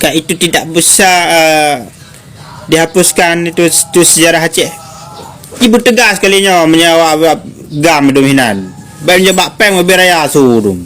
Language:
Achinese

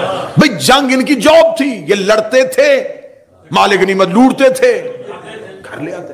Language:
Urdu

